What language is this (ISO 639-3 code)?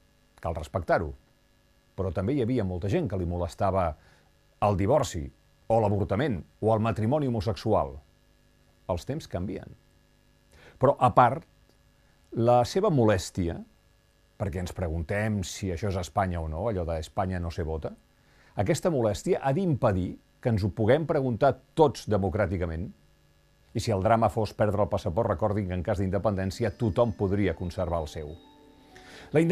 cat